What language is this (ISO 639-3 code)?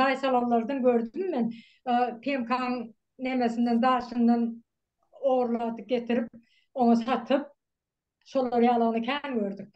tuk